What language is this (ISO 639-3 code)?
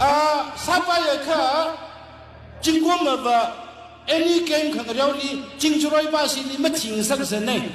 nmf